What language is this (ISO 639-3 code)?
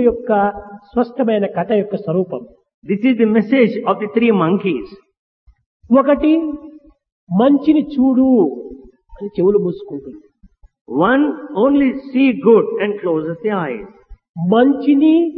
tel